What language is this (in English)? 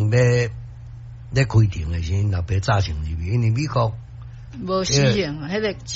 Min Nan Chinese